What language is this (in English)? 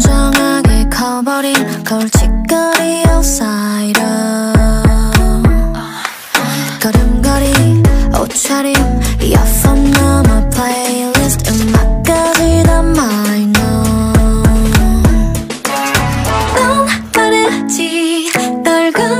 Korean